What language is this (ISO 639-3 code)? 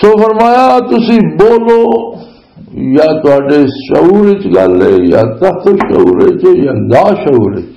lah